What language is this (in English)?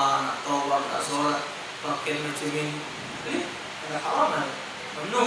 Musi